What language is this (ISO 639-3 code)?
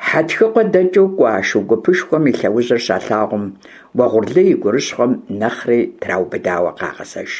kbd